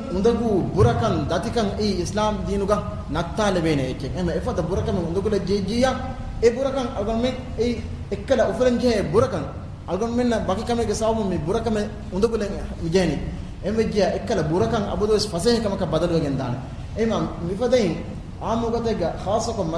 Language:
Divehi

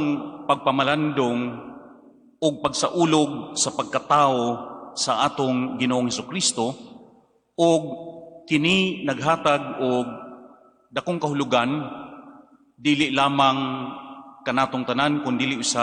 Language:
Cebuano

